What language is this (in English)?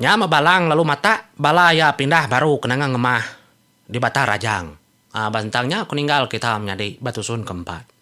Iban